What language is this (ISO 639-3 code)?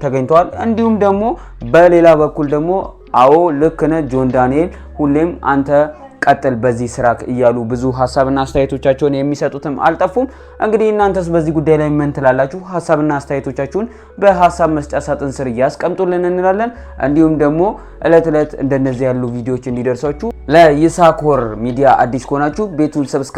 amh